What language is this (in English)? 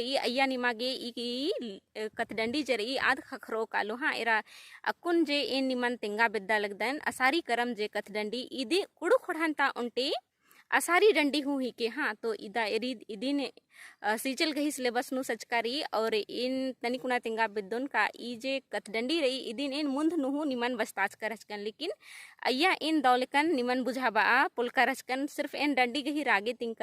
Kurukh